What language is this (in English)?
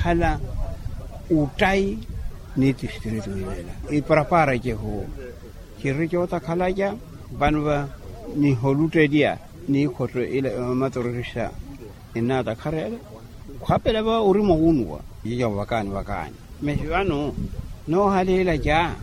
Makhuwa